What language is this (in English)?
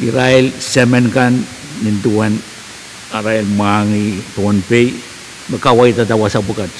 Pohnpeian